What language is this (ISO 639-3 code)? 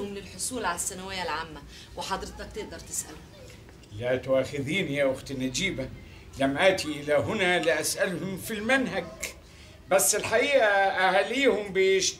arz